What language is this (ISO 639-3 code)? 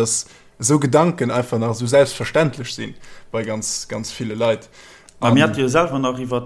ltz